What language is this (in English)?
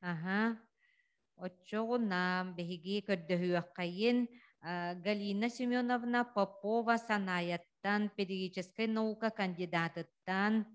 Yakut